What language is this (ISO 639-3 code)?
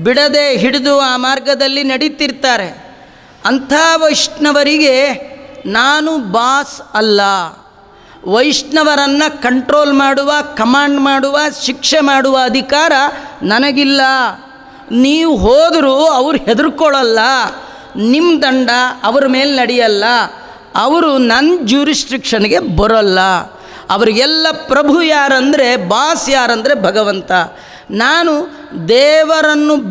kan